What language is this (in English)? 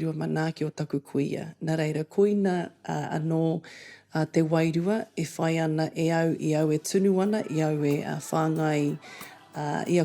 Māori